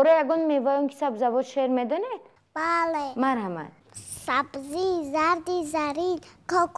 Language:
Tajik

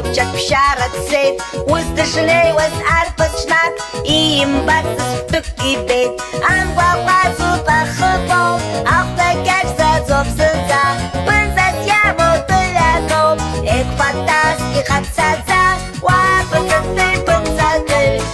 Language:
Abkhazian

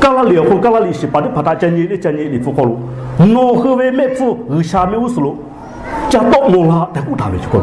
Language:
Lahu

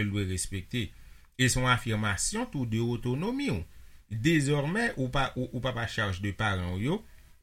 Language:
Haitian Creole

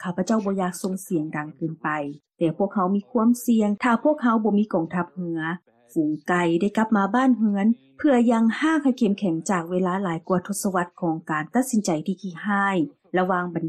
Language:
Lao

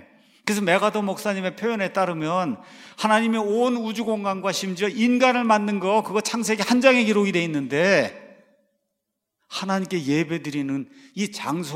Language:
Korean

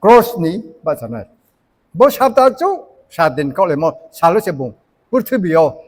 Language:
Riang (India)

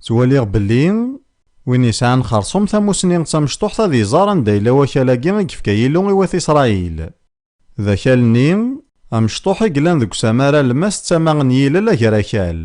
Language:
Kabyle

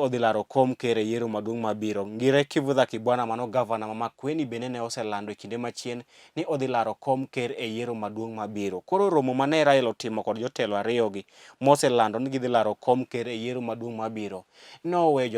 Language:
Luo (Kenya and Tanzania)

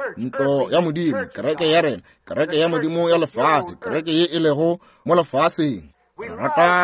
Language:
Northern Sotho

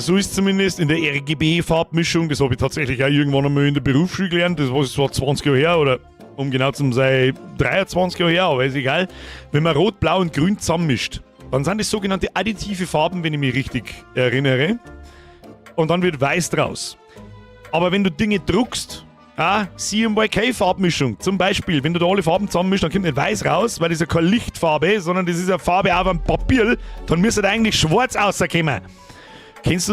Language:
Bavarian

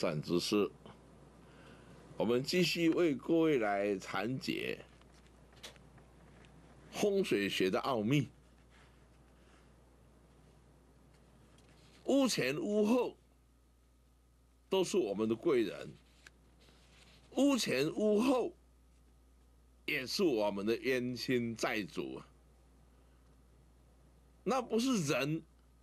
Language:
Chinese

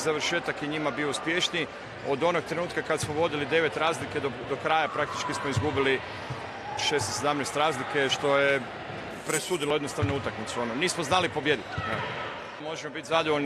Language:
Croatian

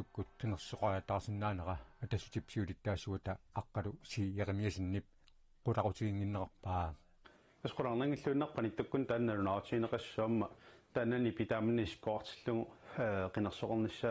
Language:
Kalaallisut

